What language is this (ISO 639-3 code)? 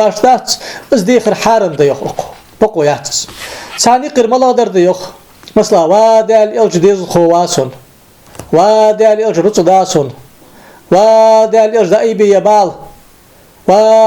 inh